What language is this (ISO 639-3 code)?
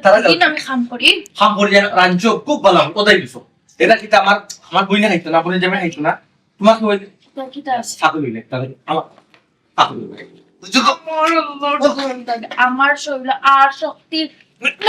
syl